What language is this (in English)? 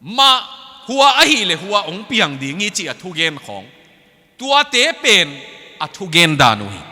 Tedim Chin